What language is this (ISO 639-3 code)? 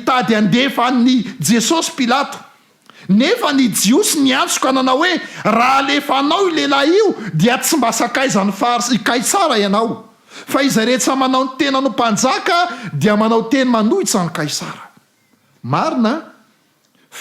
mlg